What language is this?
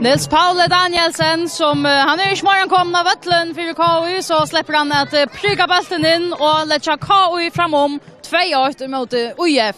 Faroese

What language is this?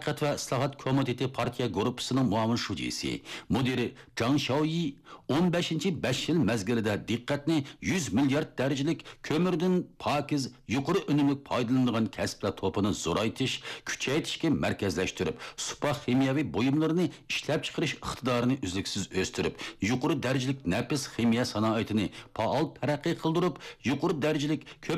Uyghur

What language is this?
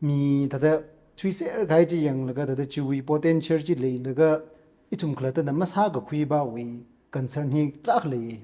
Tangkhul Naga (India)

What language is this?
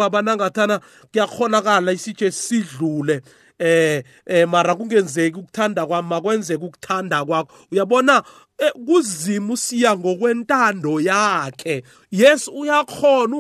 South Ndebele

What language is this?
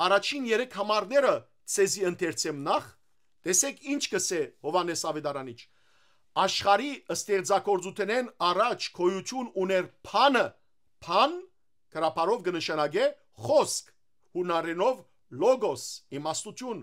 Western Armenian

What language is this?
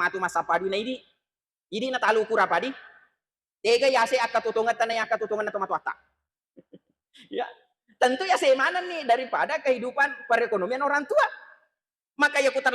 Buginese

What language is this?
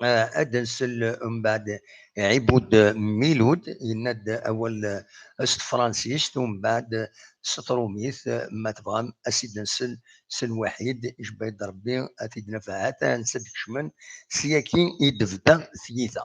Kabyle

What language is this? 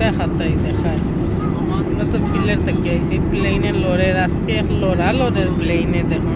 Sylheti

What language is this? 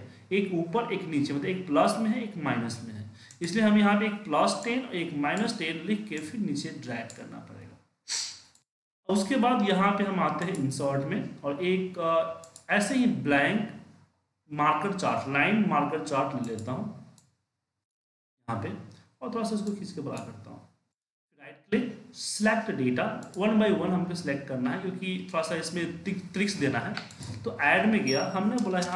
Hindi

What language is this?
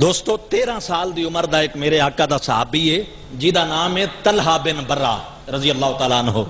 Saraiki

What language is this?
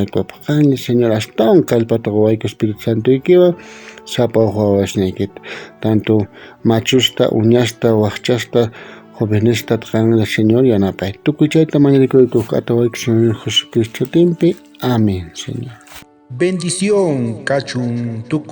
South Bolivian Quechua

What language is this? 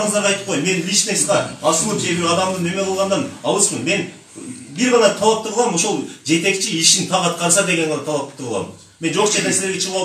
Kyrgyz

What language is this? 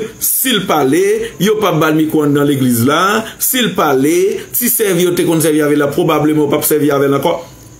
Haitian Creole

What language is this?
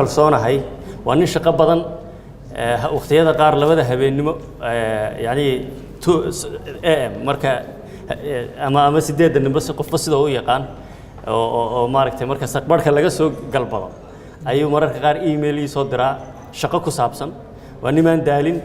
Somali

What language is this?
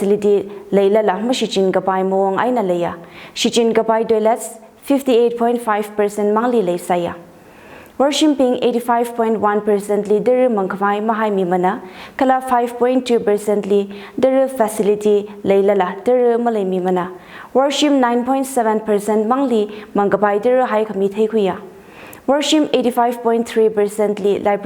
Tangkhul Naga (India)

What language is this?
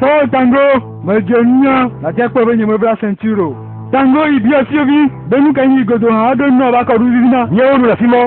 Ewe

